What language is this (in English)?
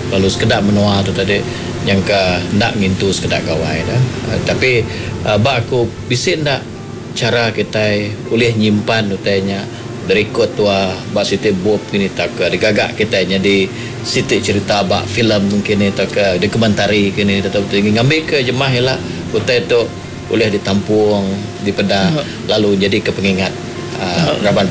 Iban